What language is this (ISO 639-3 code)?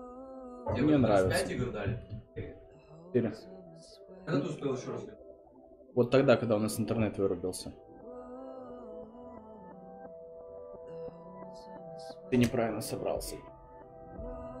rus